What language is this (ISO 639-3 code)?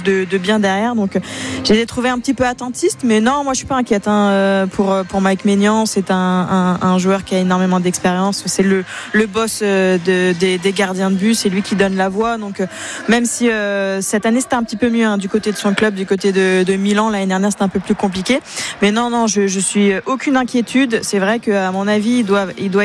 fra